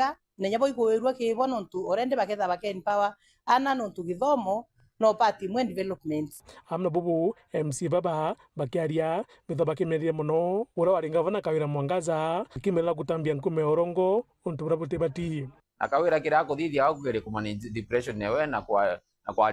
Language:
Meru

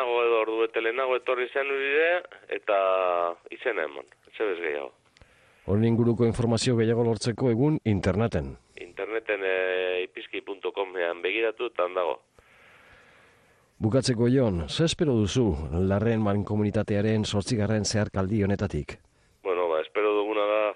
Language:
Basque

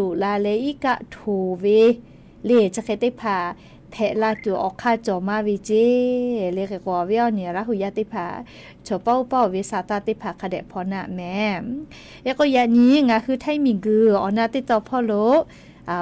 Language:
Lahu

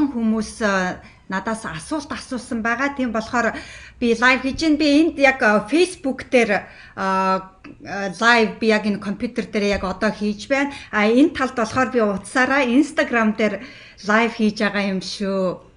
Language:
Mongolian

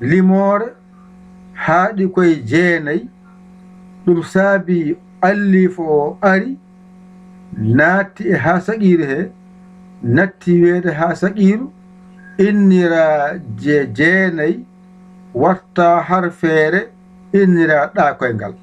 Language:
Fula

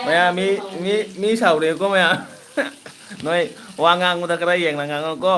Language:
Manipuri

